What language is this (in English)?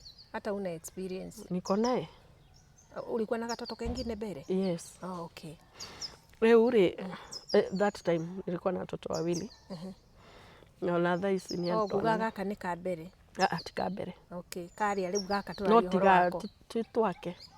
Kikuyu